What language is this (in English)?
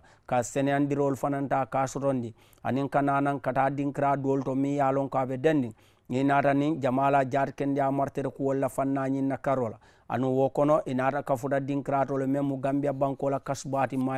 Mandingo